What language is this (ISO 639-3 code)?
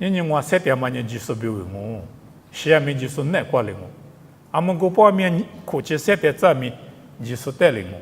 lis